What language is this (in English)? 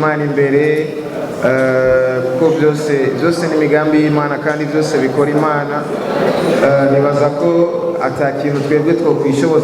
Rundi